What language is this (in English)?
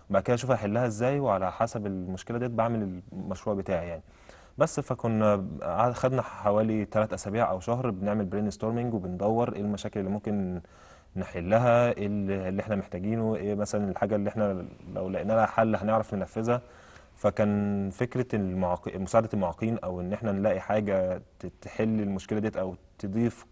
Egyptian Arabic